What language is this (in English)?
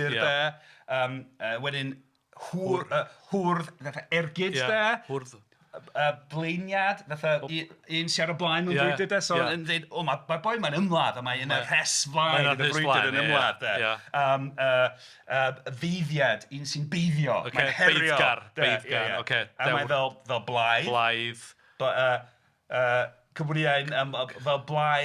Welsh